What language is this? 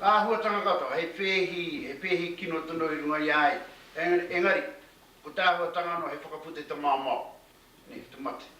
Māori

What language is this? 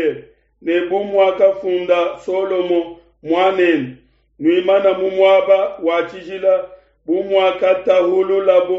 Luba-Lulua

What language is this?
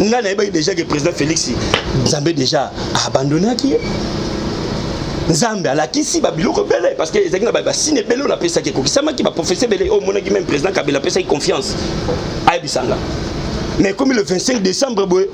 Lingala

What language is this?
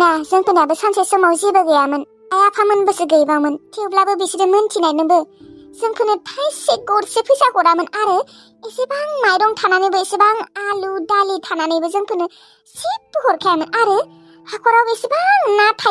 Bodo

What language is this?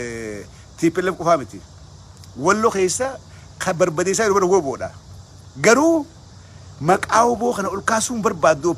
Oromo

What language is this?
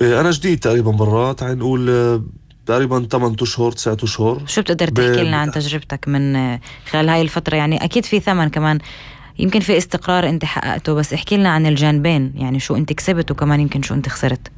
North Levantine Arabic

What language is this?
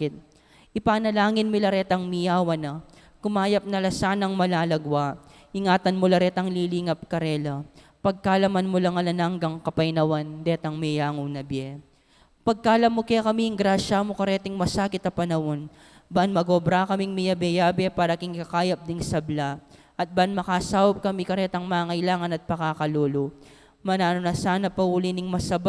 Pampanga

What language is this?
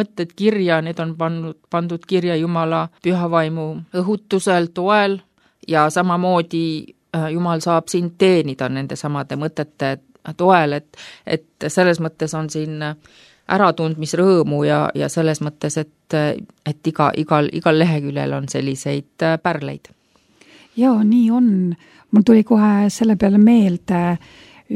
Estonian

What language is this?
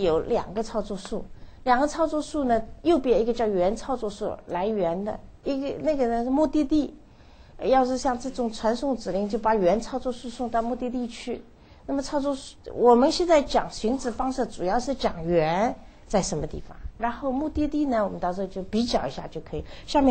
Chinese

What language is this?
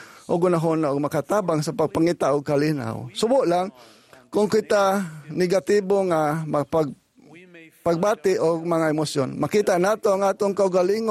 Cebuano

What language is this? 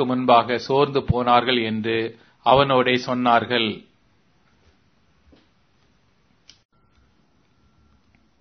Tamil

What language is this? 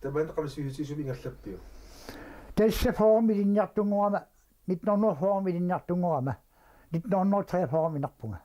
Kalaallisut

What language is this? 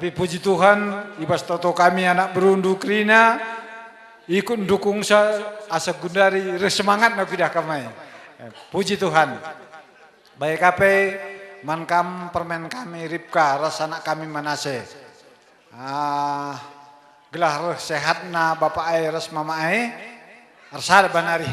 Batak Karo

